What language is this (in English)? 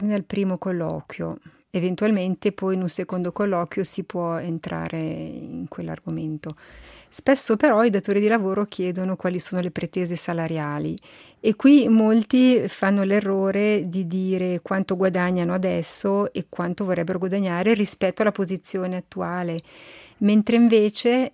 Italian